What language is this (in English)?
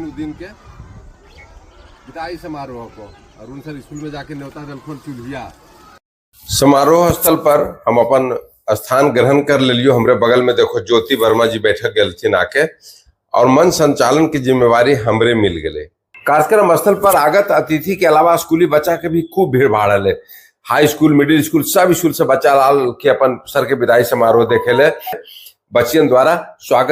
Magahi